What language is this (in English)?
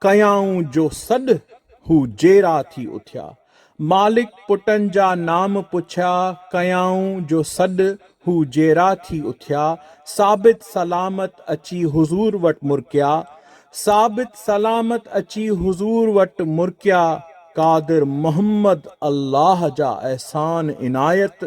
Sindhi